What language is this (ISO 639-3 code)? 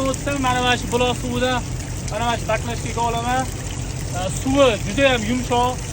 uzb